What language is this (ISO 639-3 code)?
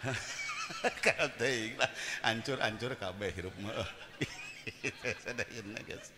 sun